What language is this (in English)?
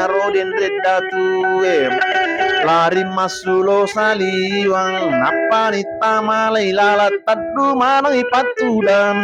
Buginese